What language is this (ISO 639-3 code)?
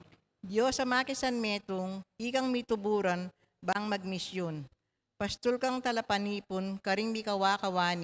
pam